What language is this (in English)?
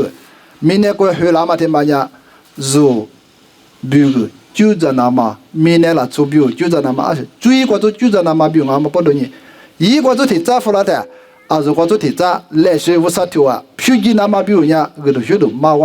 Lisu